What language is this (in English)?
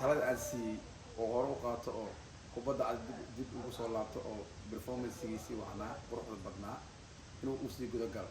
Somali